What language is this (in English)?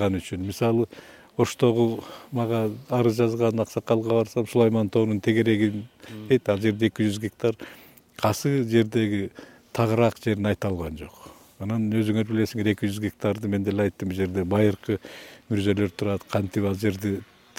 Kyrgyz